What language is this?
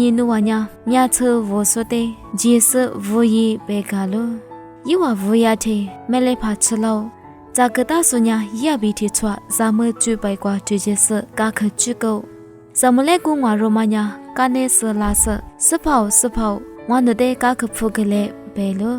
Lisu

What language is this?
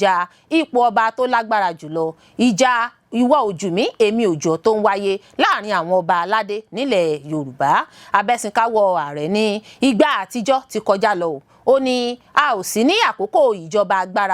Yoruba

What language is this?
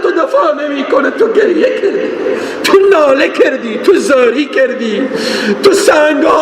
Persian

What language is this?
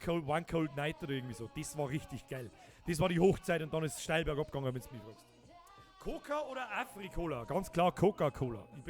Bavarian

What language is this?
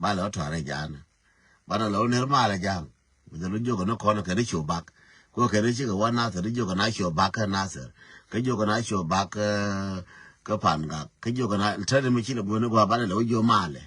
Nuer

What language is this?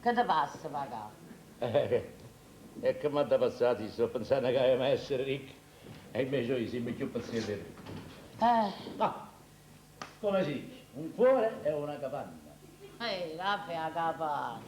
Neapolitan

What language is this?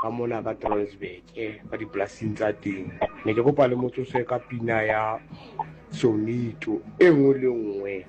Southern Sotho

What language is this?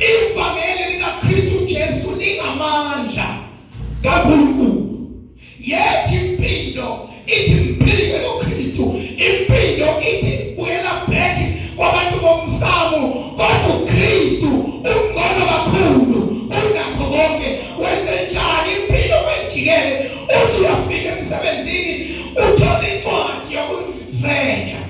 Zulu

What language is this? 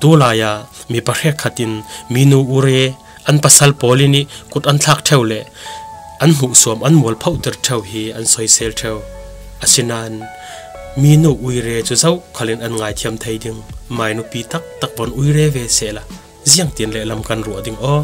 Falam Chin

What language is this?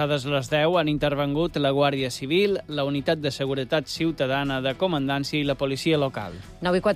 Catalan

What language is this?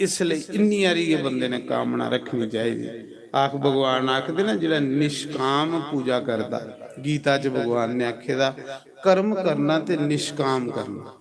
Dogri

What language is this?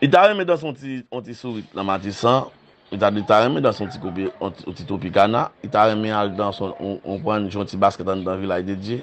Haitian Creole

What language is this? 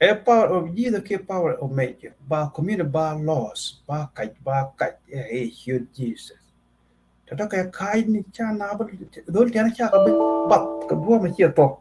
Nuer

